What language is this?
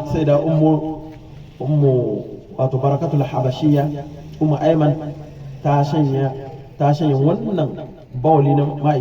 Hausa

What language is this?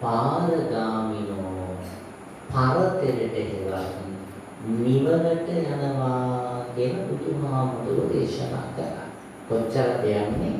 Sinhala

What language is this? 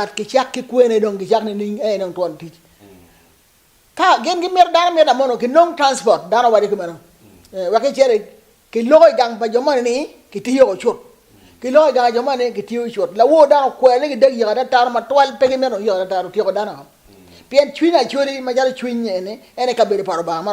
Acoli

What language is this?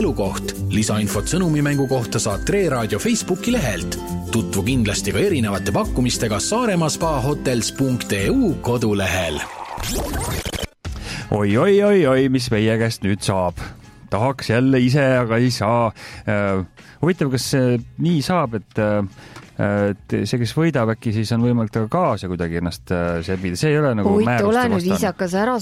Estonian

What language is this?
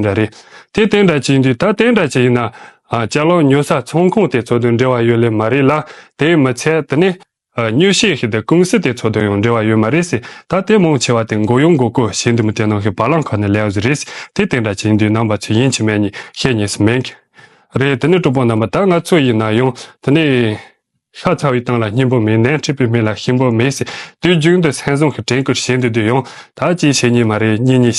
Tibetan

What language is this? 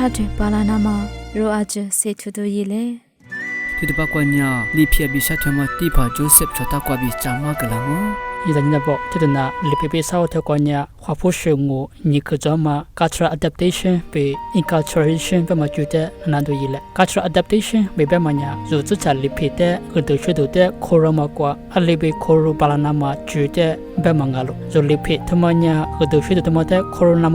Lisu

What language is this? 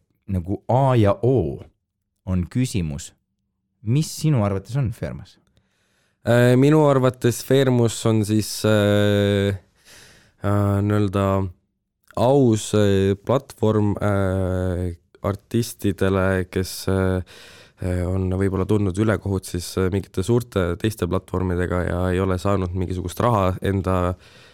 Estonian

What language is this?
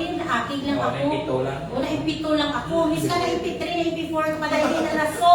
Hiligaynon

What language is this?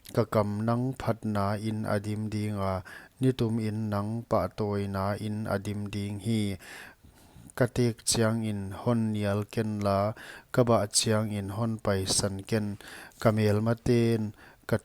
Paite Chin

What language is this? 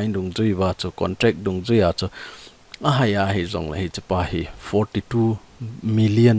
Thado Chin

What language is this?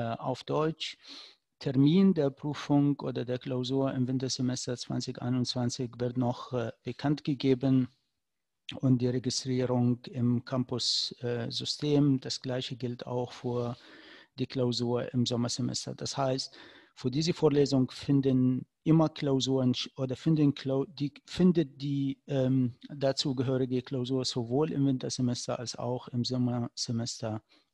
German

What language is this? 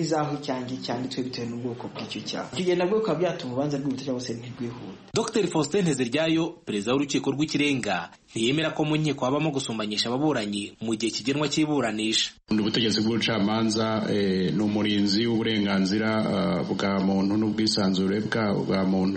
Kinyarwanda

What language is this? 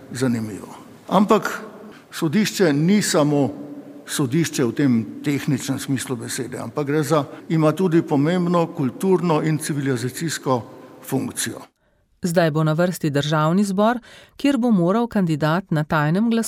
Slovenian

